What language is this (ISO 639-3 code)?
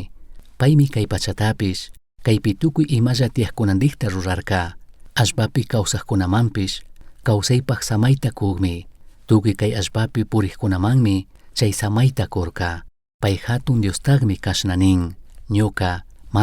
qug